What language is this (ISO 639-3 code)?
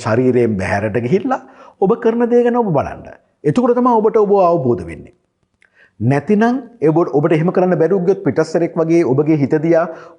sin